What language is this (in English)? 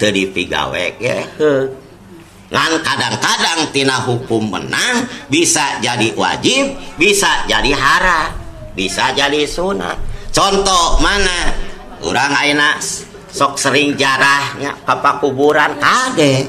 Sundanese